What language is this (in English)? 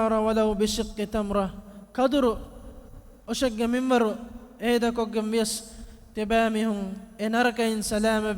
Divehi